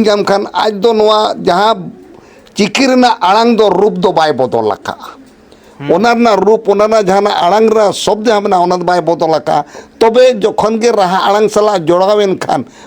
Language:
Santali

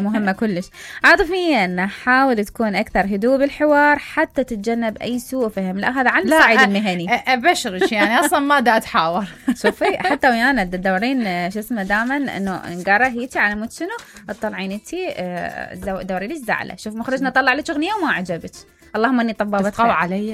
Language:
Mesopotamian Arabic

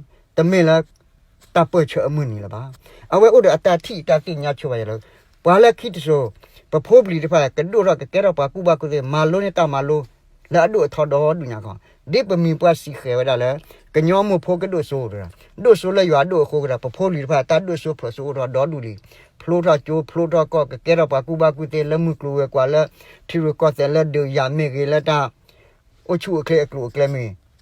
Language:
S'gaw Karen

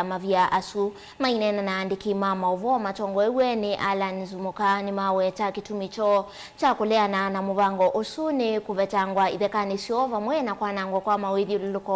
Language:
Kamba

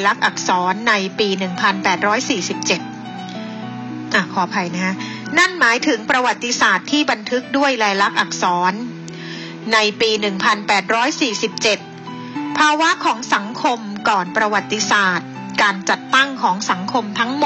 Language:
Thai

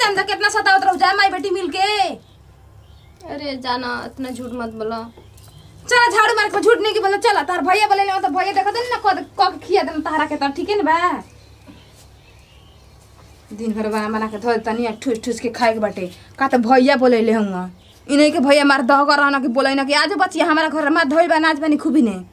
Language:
Bhojpuri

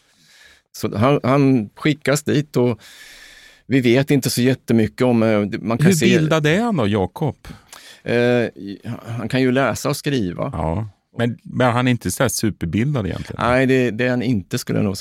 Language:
Swedish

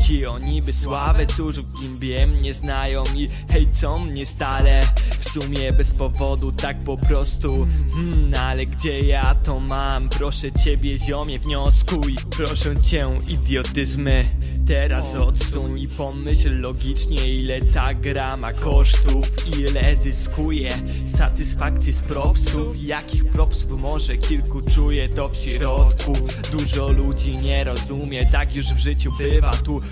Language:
Polish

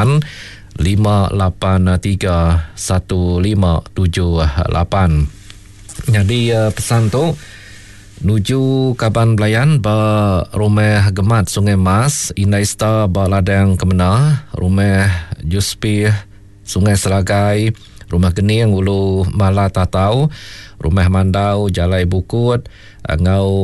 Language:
Iban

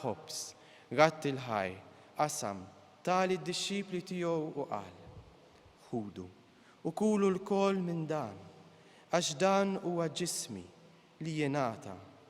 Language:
Maltese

